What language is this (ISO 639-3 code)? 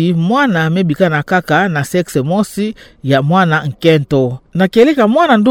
ktu